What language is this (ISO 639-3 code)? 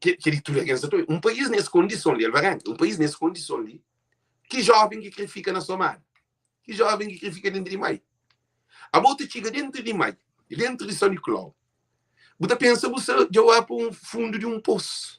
kea